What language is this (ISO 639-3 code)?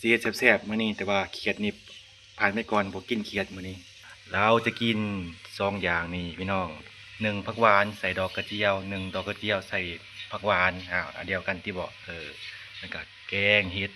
lao